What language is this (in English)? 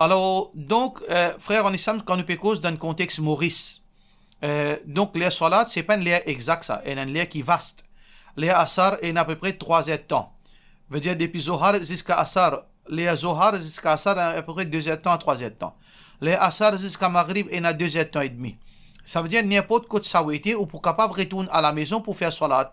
Morisyen